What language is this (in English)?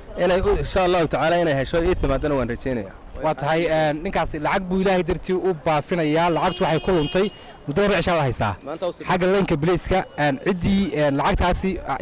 Somali